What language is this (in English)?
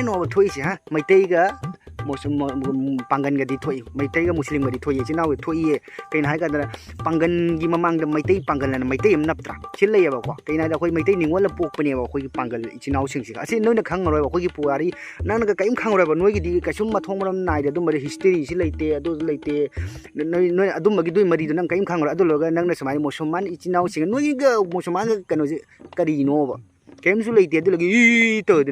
Manipuri